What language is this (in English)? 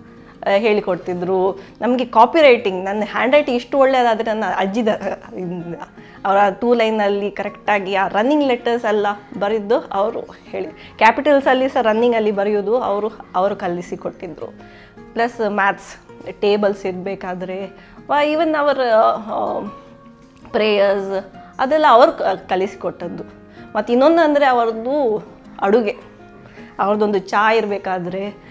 Kannada